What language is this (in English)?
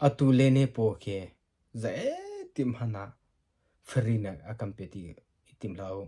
Hakha Chin